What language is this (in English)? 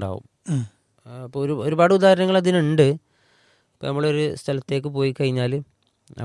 Malayalam